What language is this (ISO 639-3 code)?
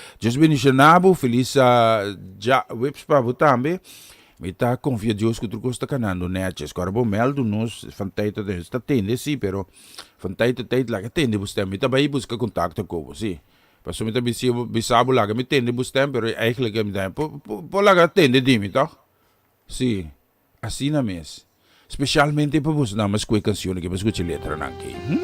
pap